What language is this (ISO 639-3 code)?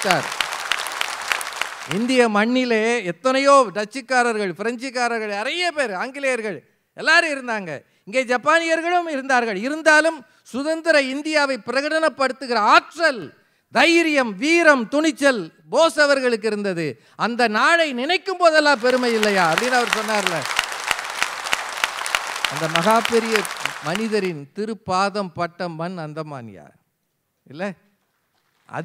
tam